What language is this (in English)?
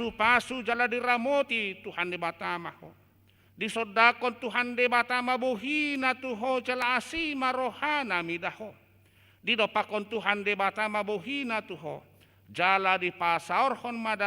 Batak Toba